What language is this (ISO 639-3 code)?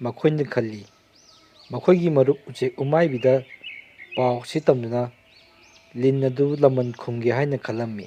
mni